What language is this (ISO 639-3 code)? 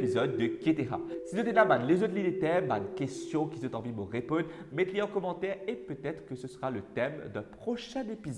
mfe